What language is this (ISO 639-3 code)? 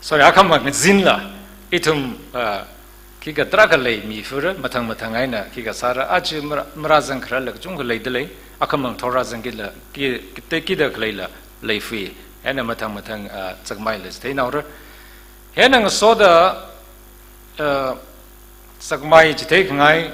nmf